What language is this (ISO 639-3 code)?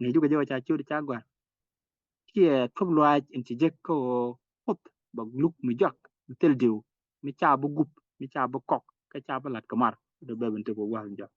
nus